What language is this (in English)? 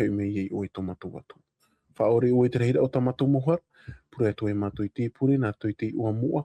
Tahitian